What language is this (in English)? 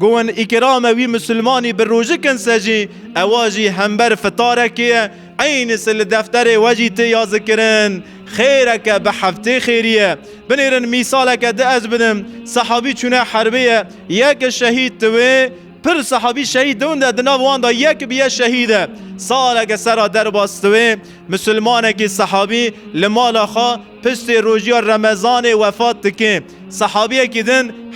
Kurdish